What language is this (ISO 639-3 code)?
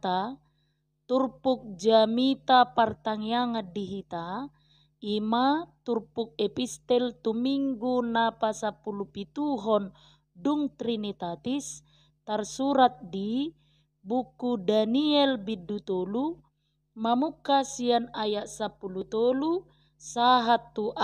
bbc